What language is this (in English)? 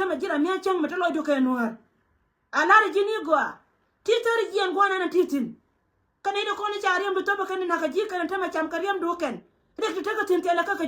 Nuer